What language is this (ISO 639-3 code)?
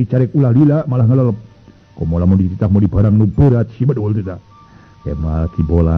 sun